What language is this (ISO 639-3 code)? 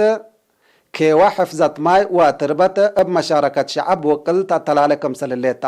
tig